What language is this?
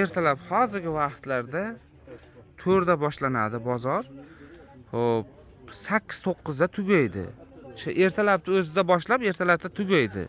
Uzbek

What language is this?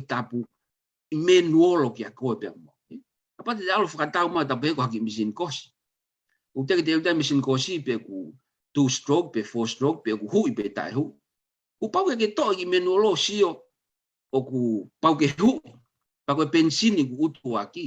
Tongan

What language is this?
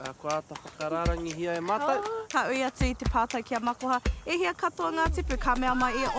Māori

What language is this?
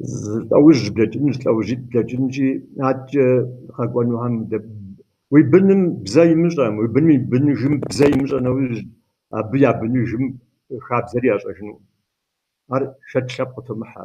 Kabardian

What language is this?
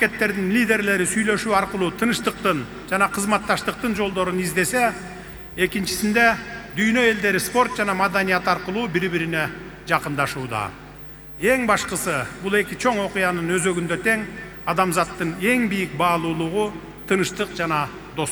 Kyrgyz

